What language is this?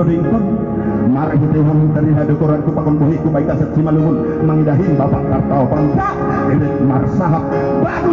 Batak Simalungun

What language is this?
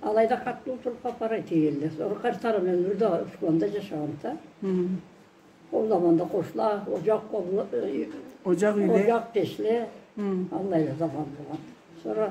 Karachay-Balkar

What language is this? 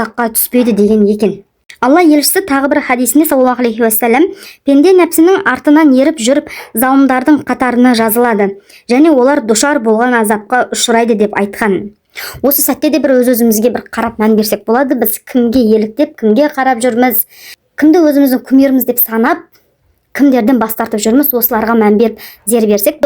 Kazakh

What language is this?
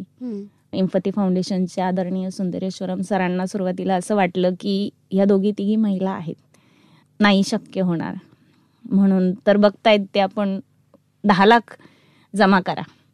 Marathi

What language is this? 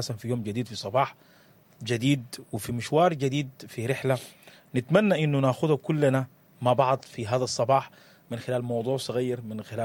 Sudanese Arabic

